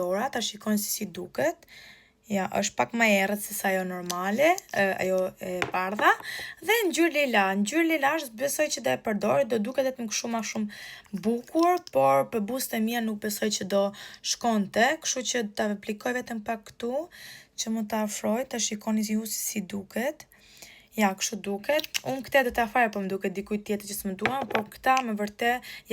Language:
Albanian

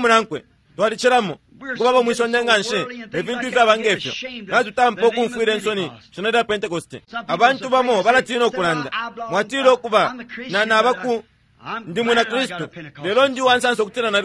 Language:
Bemba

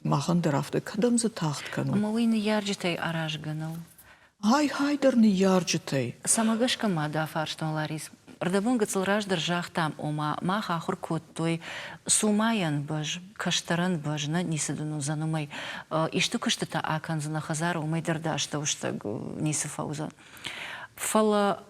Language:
Ossetic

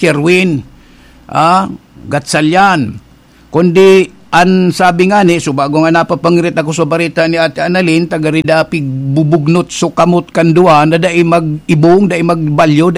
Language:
Bikol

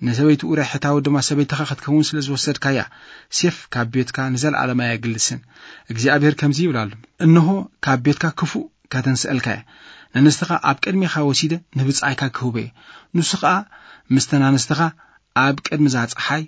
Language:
Tigrinya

